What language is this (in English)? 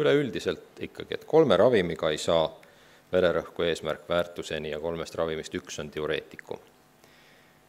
Estonian